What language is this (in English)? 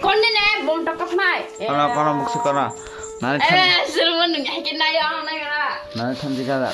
Kok Borok